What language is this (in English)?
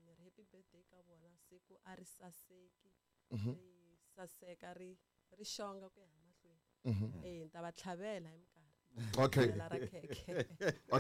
Tsonga